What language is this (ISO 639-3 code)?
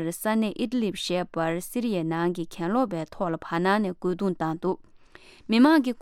bod